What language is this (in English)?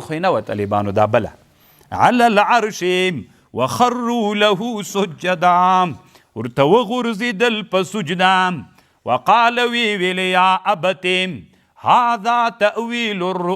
Pashto